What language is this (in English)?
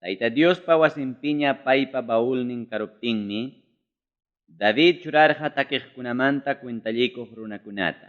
Ayacucho Quechua